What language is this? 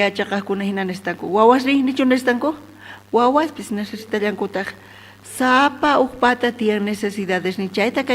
South Bolivian Quechua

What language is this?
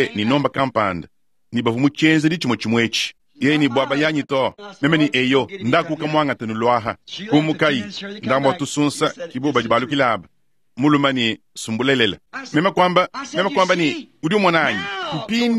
Luba-Lulua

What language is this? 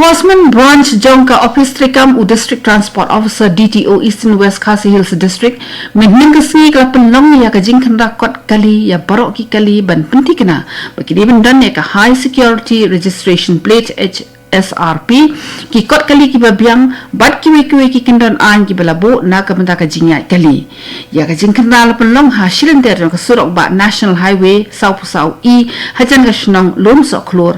Khasi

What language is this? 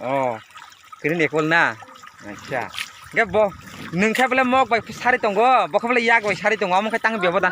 Kok Borok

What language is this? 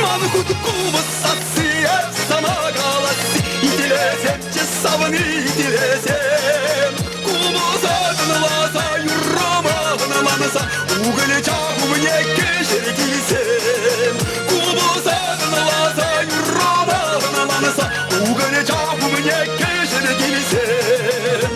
Chuvash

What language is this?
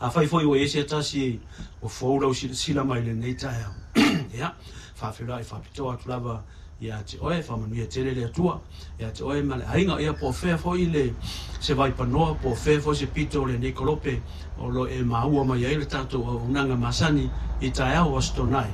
Samoan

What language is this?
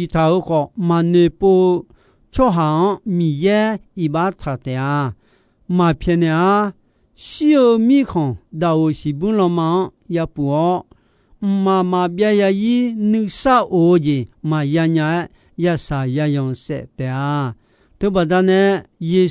Akha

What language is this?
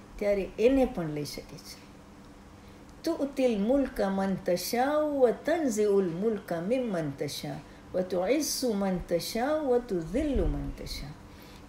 Gujarati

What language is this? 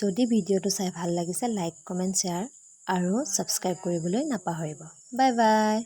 Assamese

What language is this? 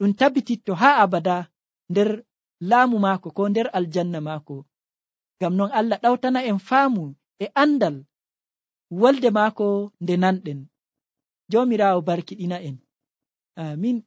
Nigerian Fulfulde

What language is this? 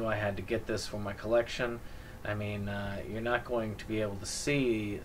English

